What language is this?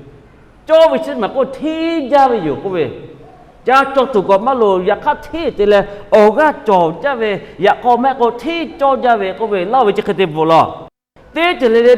Lahu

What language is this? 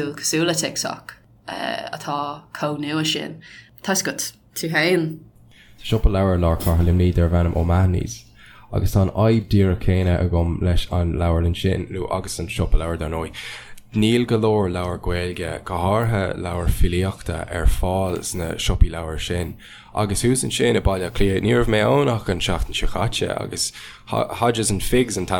Irish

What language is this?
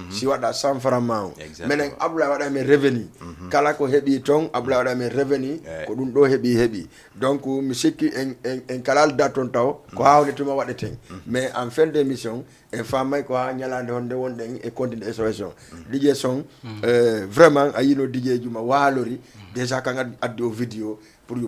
Fula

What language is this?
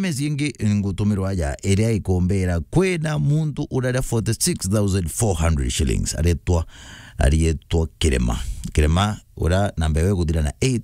Meru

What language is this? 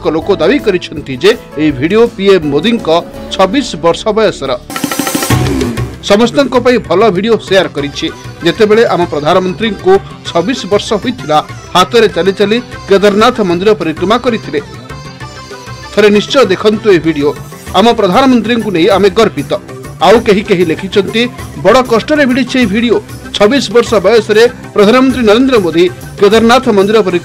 Odia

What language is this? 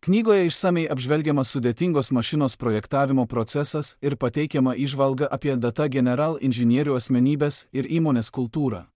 Lithuanian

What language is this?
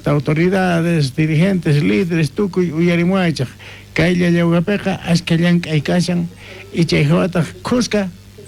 South Bolivian Quechua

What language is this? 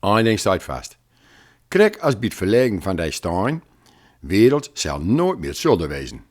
Gronings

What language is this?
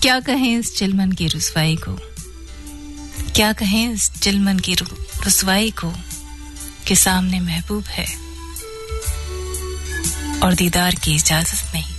Hindi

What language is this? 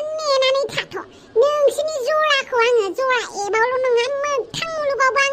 Bodo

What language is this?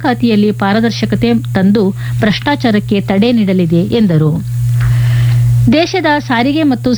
Kannada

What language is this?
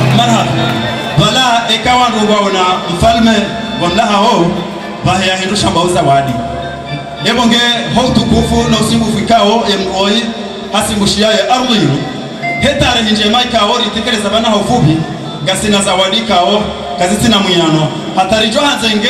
Swahili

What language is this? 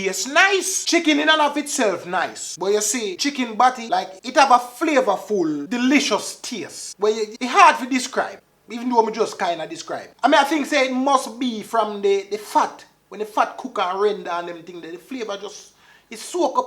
Jamaican Creole English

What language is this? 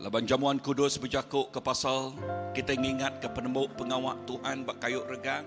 Iban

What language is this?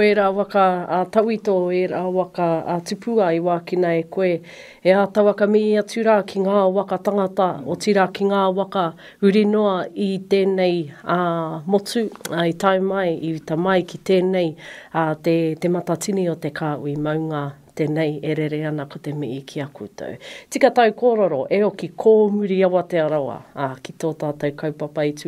Māori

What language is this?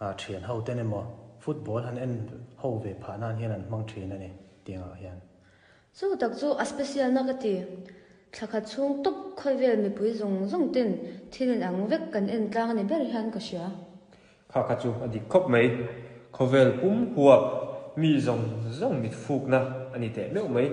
Mizo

